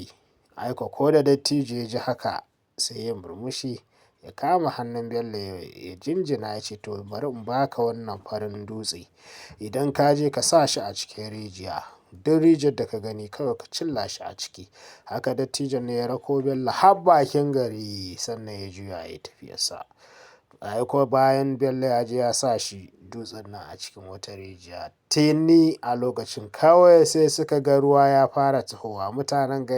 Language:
Hausa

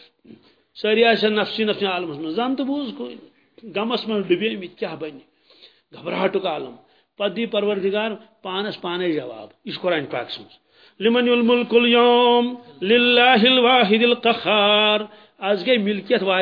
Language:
Kashmiri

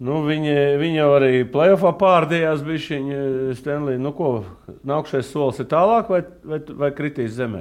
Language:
Latvian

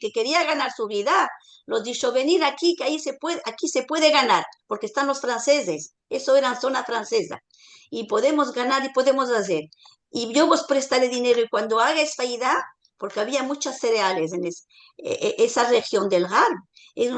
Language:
Ladino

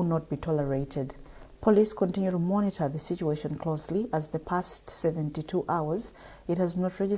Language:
English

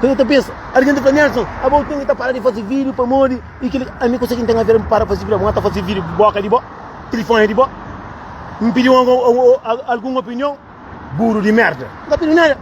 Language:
Kabuverdianu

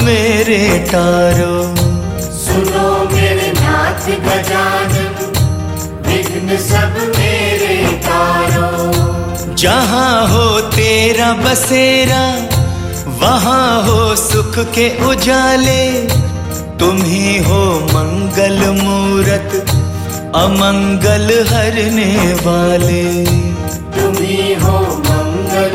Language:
Hindi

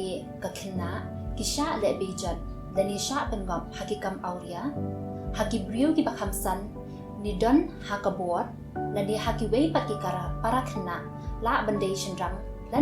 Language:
Khasi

